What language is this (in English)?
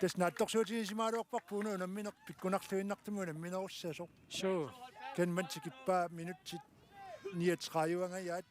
Kalaallisut